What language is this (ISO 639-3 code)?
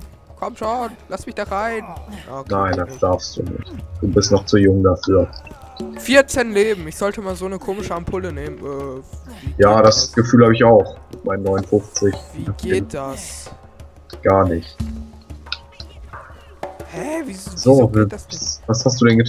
deu